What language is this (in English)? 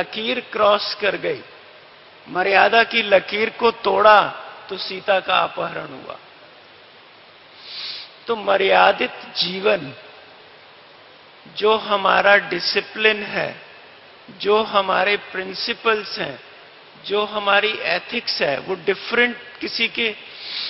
Hindi